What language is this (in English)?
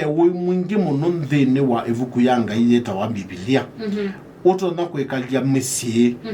Kamba